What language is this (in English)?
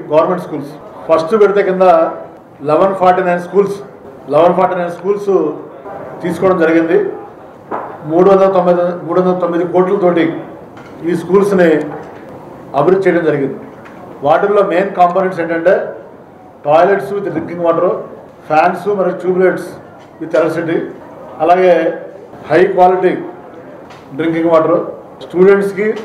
Telugu